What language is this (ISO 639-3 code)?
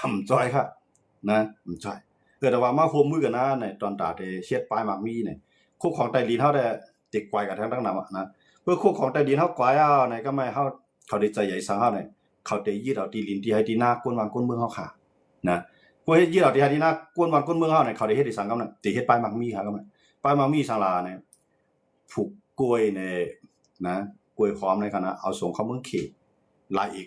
shn